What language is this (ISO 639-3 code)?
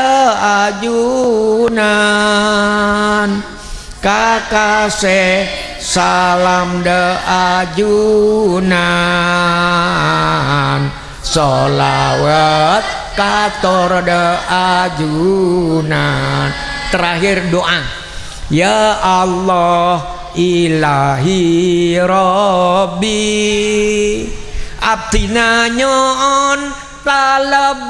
mad